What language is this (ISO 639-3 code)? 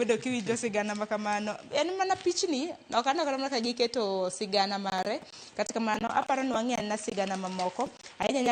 luo